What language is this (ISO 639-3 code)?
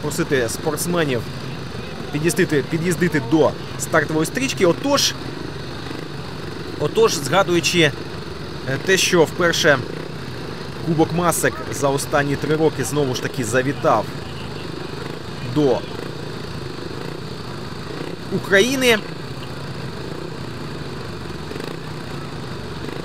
ukr